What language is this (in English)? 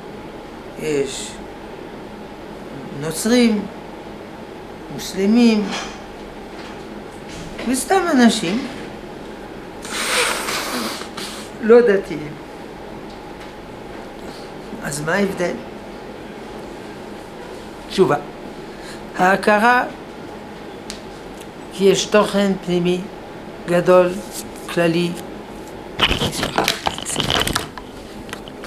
Hebrew